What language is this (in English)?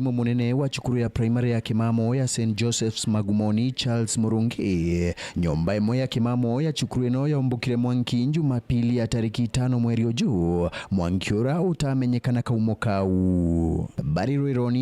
Meru